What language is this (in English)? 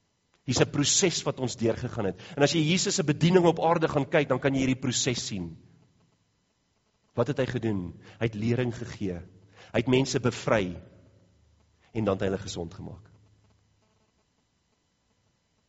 Afrikaans